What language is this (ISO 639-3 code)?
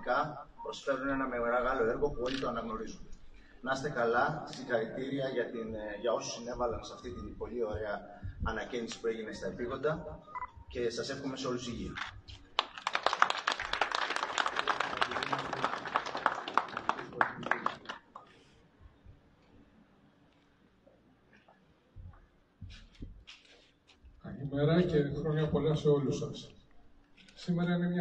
ell